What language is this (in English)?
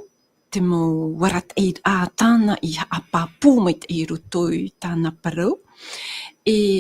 Tahitian